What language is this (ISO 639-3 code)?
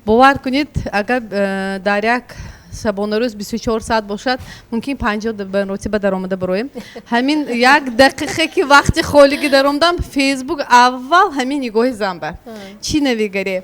tgk